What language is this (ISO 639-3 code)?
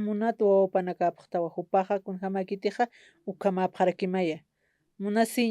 aym